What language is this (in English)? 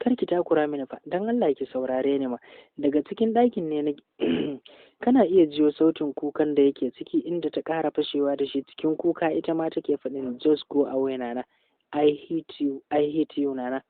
Hausa